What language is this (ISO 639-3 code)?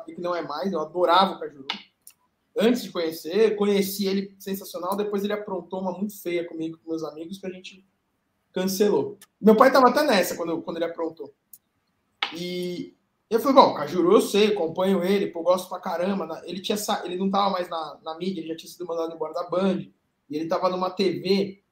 por